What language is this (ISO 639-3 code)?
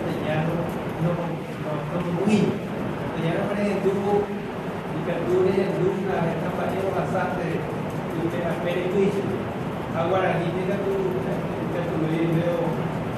grn